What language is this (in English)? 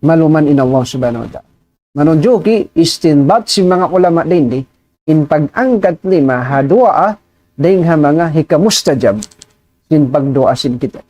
Tausug